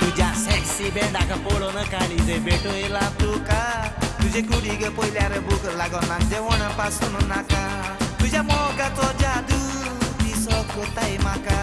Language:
Konkani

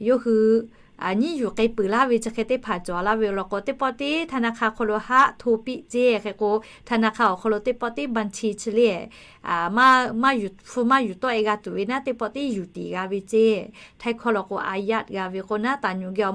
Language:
Lahu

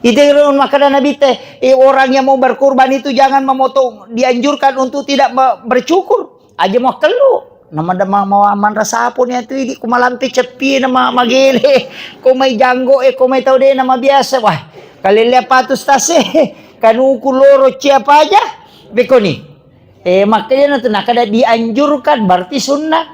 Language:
Buginese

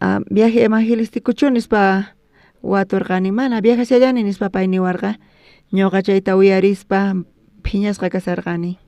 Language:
South Bolivian Quechua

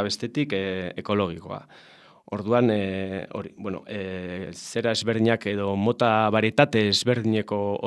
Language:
Basque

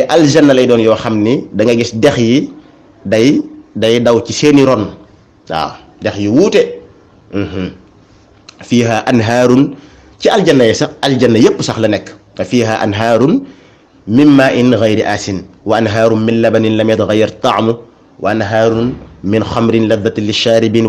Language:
Wolof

